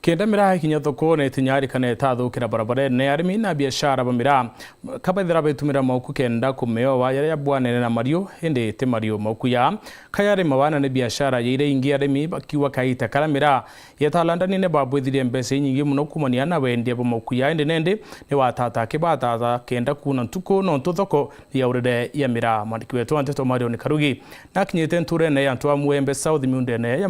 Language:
Meru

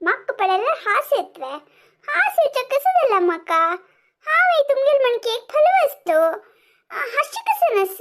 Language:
Konkani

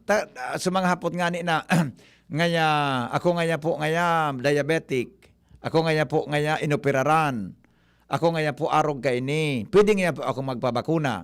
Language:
Bikol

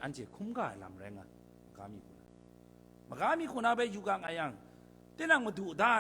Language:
Kachin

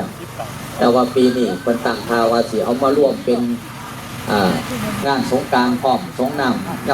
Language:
Northeastern Thai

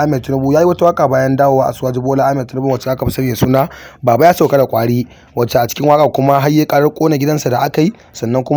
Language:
Hausa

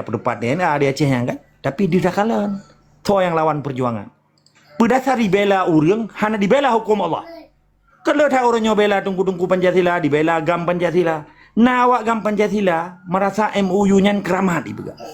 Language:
Achinese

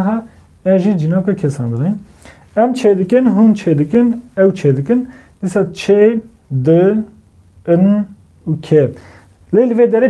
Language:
Kurdish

